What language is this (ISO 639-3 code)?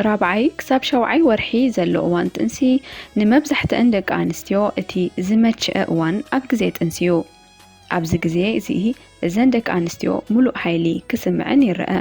tir